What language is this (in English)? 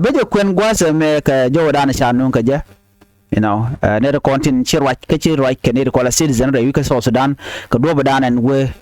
Nuer